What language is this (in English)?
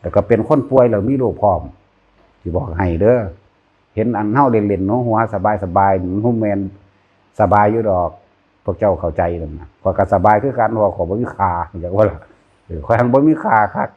Northeastern Thai